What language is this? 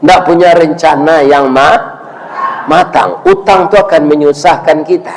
Minangkabau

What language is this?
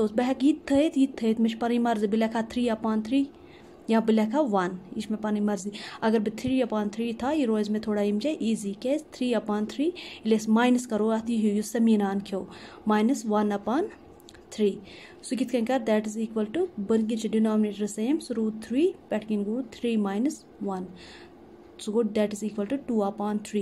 Kashmiri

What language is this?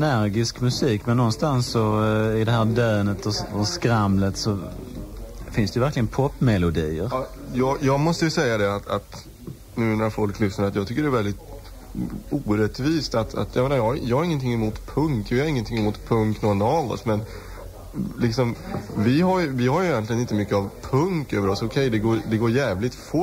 Swedish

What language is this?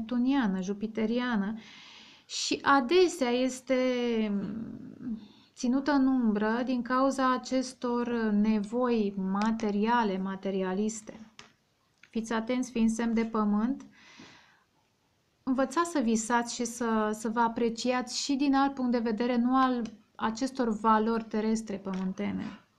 Romanian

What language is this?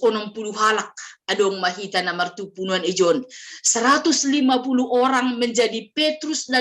Batak Simalungun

